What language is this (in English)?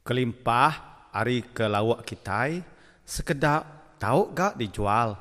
Iban